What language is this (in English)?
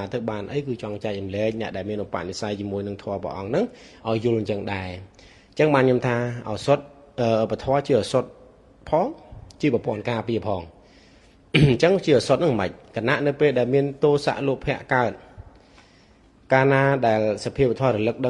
Khmer